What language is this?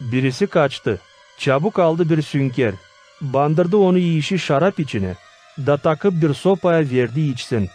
Gagauz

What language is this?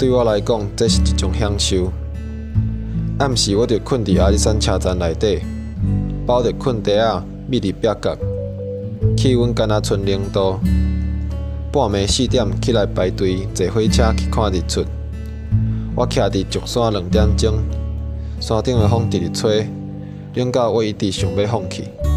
Min Nan Chinese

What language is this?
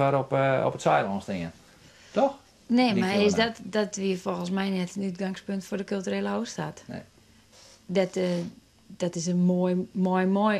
Western Frisian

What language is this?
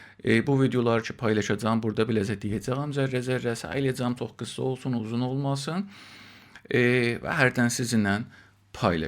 South Azerbaijani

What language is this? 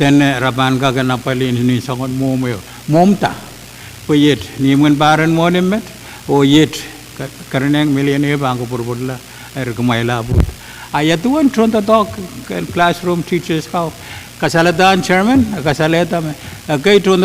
Pohnpeian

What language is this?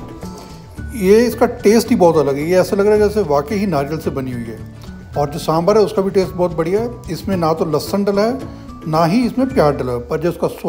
Hindi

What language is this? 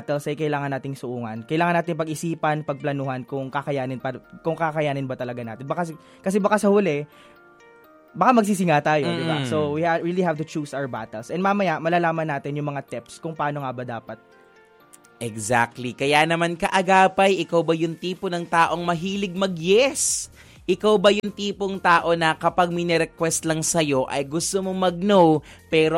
Filipino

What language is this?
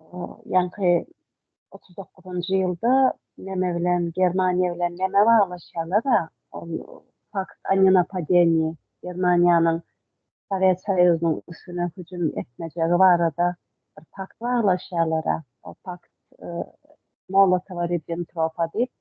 Turkmen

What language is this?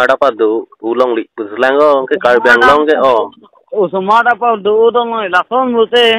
Karbi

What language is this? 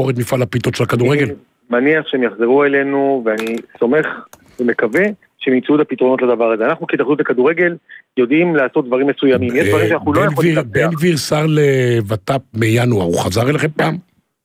Hebrew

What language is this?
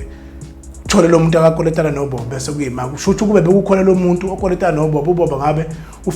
Zulu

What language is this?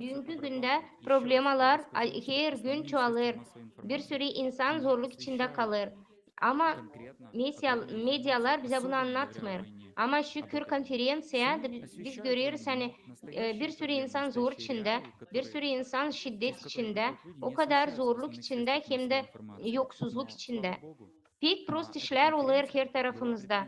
Gagauz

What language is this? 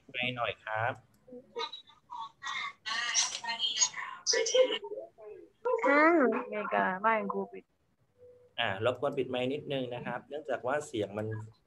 Thai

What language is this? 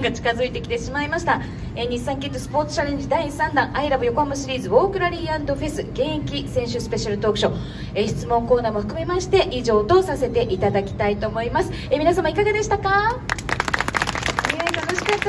Japanese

